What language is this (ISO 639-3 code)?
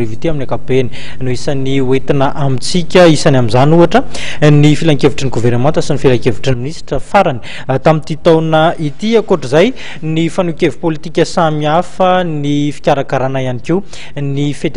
mlg